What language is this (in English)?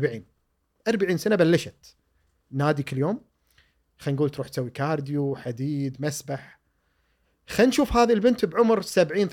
Gulf Arabic